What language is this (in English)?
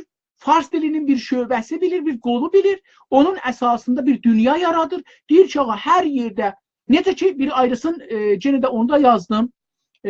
South Azerbaijani